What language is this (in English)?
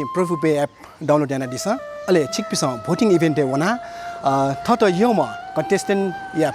Newari